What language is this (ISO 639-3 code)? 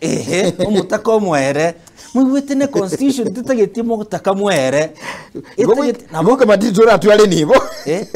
guz